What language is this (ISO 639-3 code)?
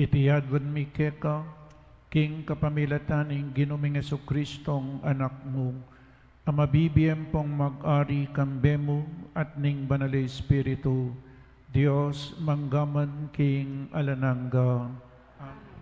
pam